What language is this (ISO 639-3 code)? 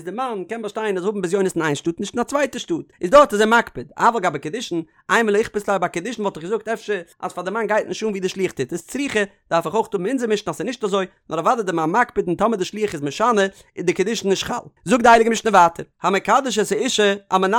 yid